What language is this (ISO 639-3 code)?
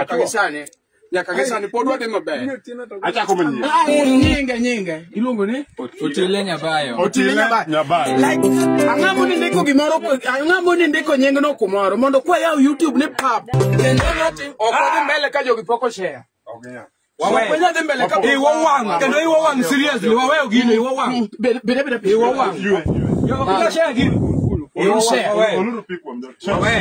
luo